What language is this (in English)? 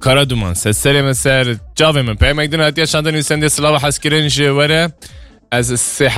Kurdish